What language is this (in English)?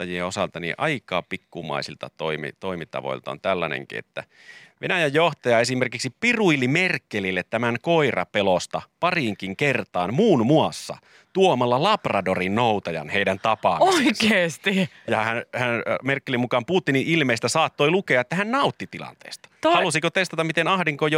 Finnish